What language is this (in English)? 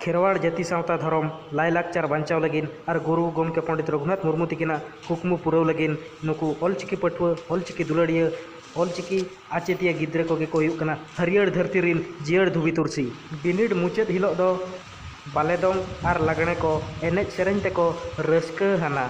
Santali